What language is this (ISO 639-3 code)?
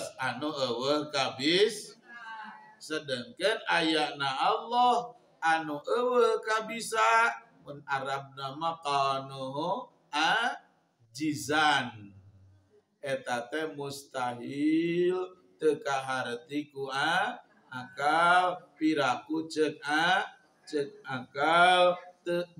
sun